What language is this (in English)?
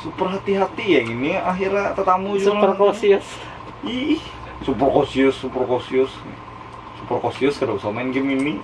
Banjar